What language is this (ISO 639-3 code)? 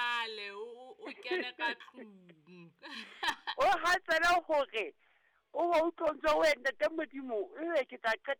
sot